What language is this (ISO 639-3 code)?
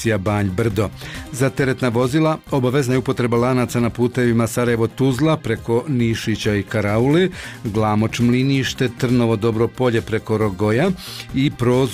bos